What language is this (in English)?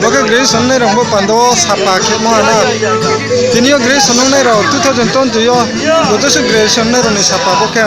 Riang (India)